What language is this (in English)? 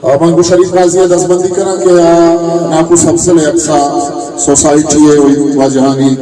Eastern Balochi